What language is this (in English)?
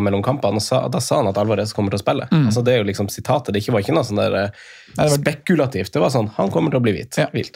Norwegian